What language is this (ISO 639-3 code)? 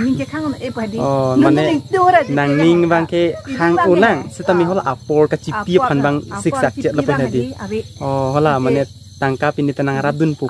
mjw